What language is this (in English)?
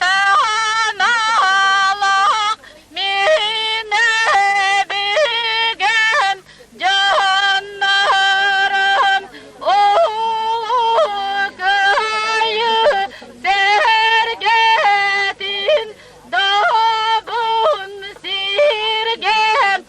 Yakut